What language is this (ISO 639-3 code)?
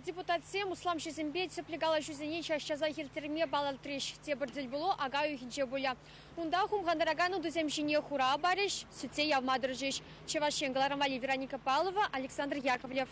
chv